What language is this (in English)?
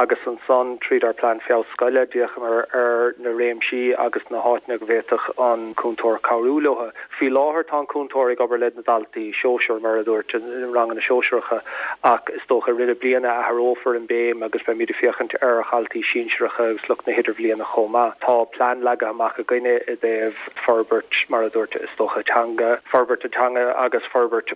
Irish